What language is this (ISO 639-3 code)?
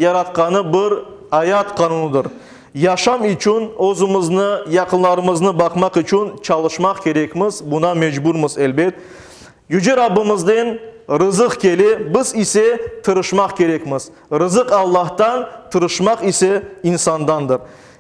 crh